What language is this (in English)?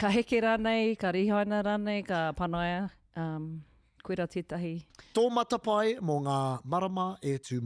Māori